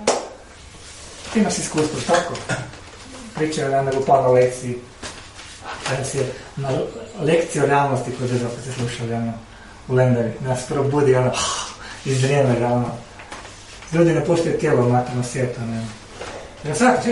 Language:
Croatian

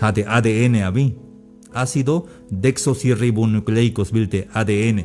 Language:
Tzeltal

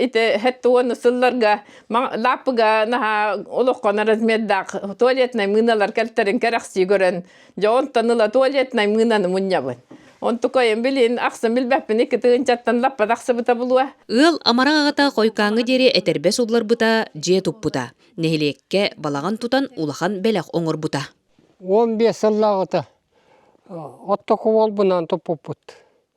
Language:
Yakut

